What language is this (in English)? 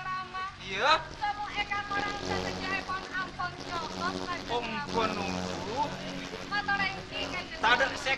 Madurese